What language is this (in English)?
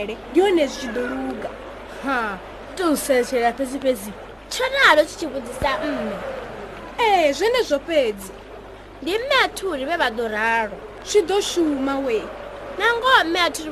Venda